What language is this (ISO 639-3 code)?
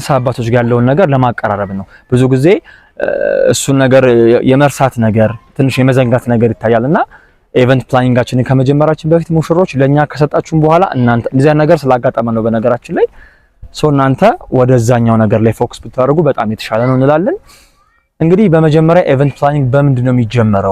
amh